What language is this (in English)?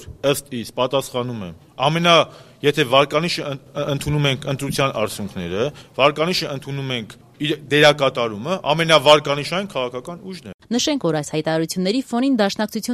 Armenian